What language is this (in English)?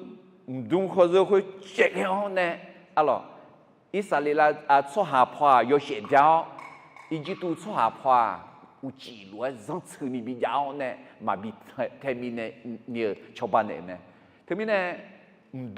Akha